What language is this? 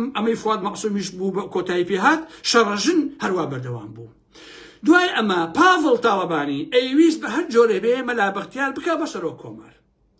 Central Kurdish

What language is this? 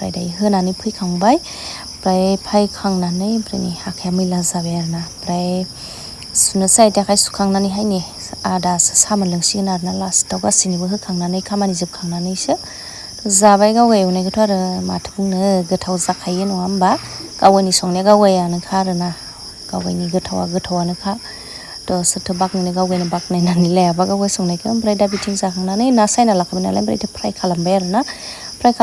Bodo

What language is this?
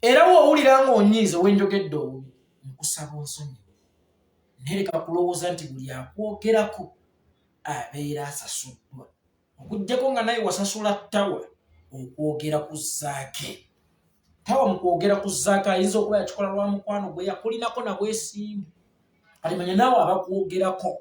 Ganda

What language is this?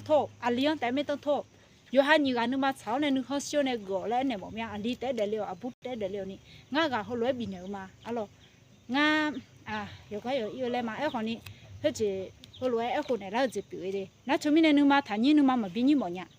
Akha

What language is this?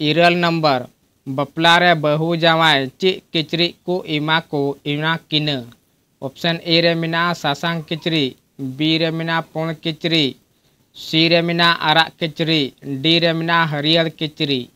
Santali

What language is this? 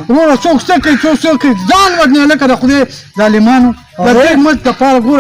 Pashto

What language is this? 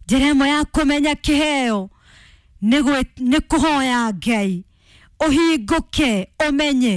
Kikuyu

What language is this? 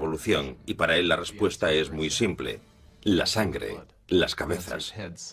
Spanish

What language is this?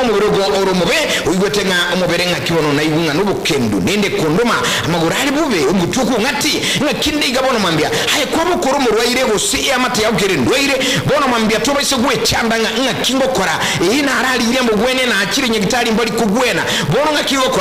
Gusii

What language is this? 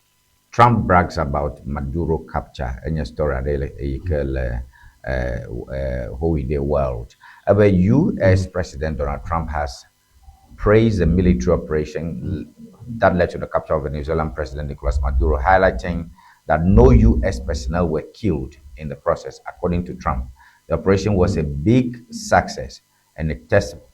Ewe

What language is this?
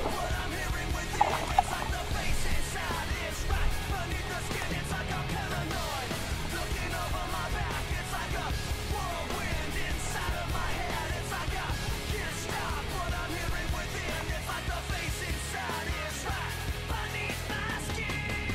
English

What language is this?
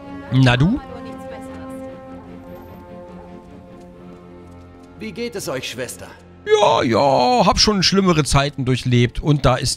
German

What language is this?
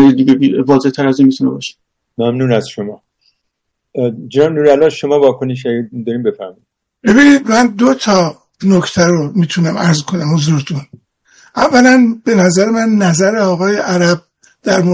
Persian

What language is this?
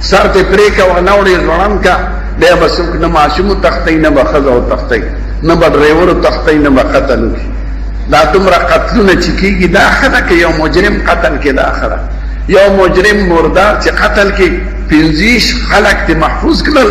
Pashto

